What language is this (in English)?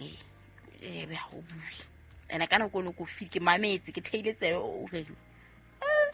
Southern Sotho